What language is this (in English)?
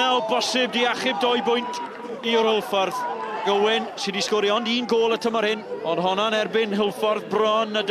Welsh